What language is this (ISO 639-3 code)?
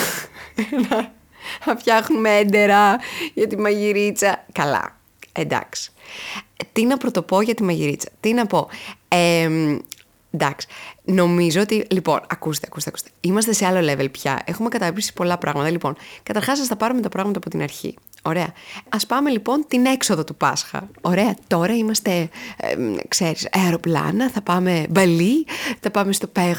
ell